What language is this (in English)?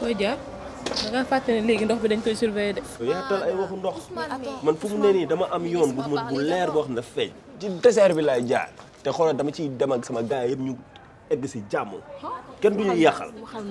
Wolof